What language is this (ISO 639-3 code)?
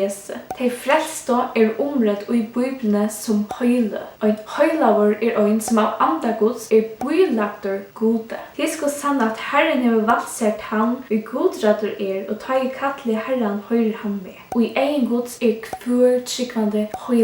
fao